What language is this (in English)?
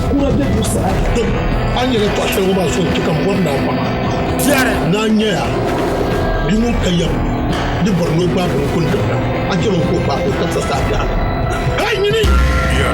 Dagbani